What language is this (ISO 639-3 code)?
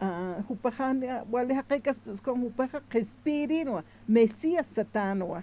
aym